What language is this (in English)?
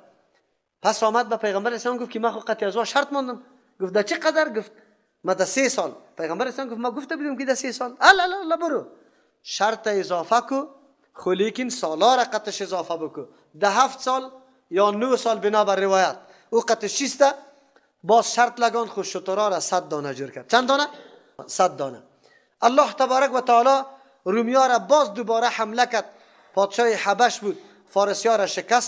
Persian